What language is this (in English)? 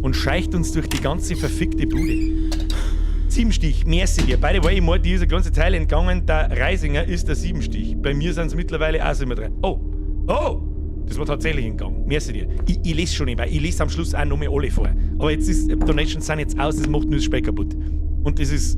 Bavarian